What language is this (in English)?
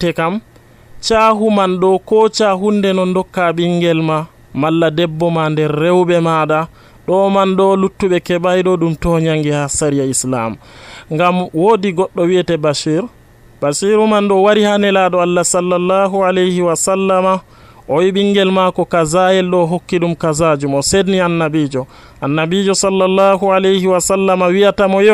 Nigerian Fulfulde